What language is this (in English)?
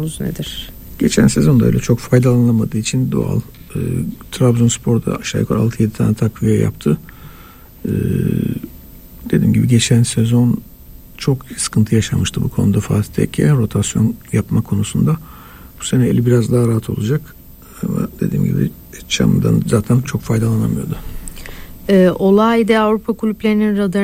Turkish